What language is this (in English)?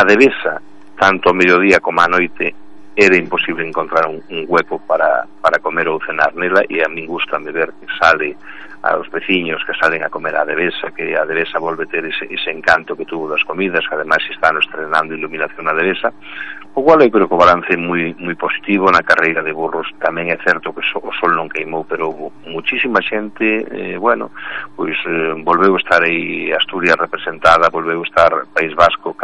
Galician